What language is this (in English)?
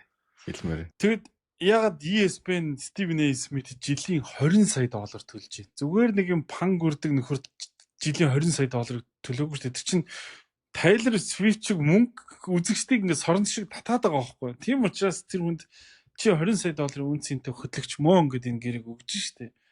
Mongolian